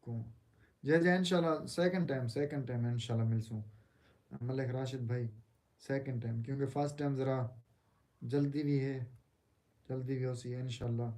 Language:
Saraiki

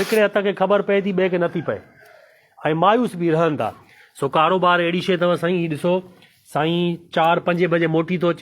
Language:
Sindhi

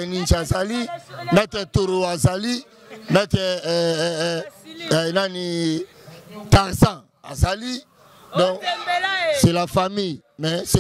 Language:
Lingala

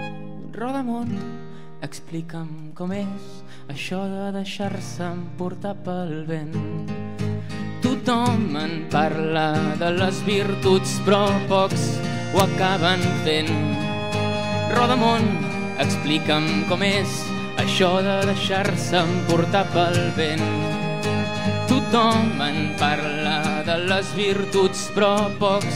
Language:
Catalan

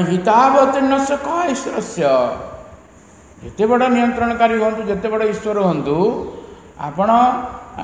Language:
Odia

